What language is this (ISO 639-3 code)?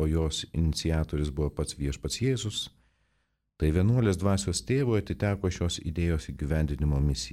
lit